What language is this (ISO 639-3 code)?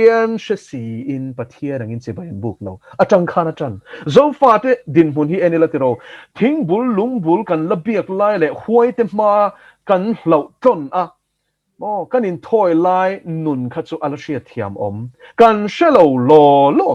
lus